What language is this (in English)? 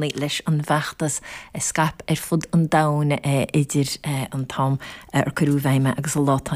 Irish